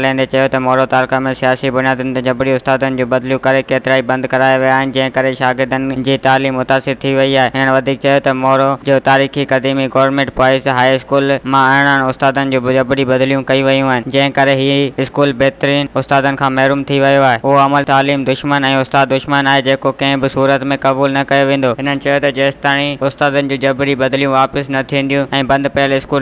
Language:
Sindhi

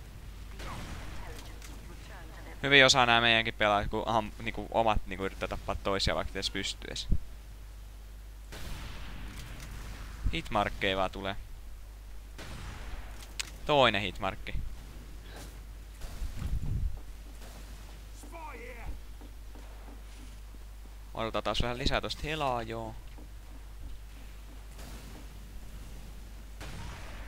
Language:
Finnish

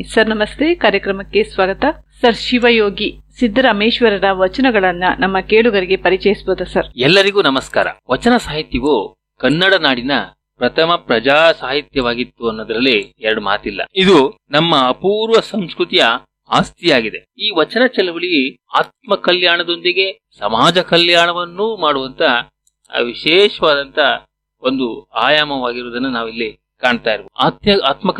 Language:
Kannada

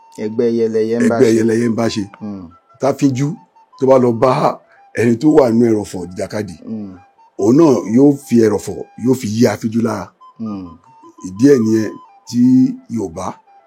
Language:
Yoruba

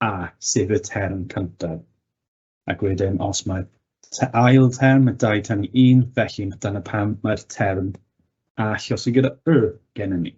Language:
Welsh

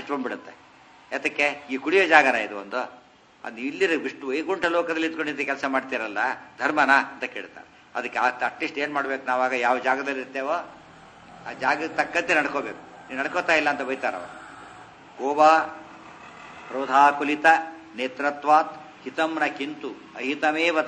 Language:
Kannada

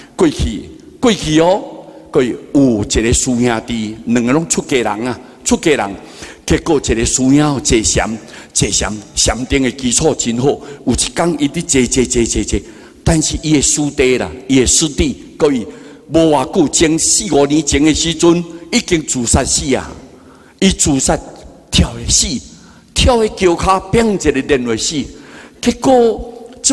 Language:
Min Nan Chinese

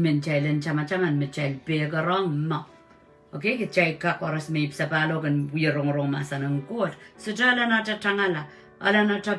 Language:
Pohnpeian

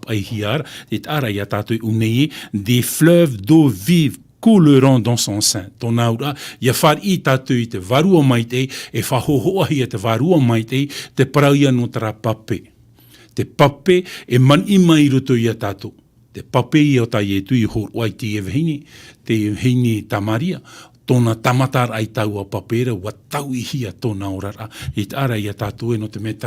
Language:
Tahitian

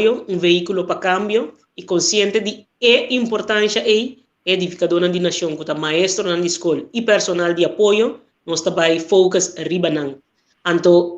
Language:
Papiamento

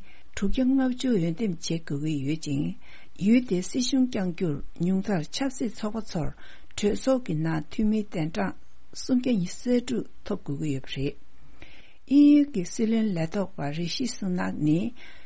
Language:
Tibetan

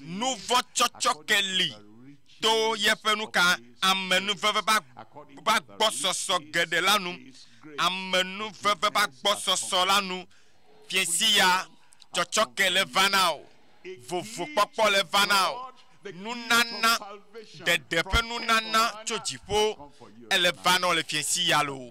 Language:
Ewe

